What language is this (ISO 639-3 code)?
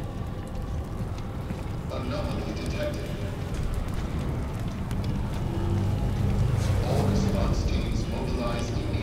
eng